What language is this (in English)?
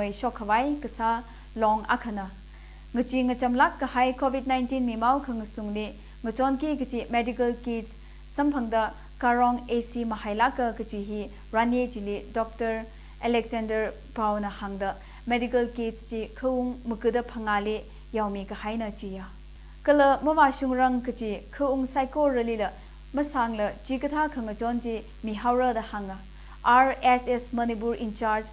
Tangkhul Naga (India)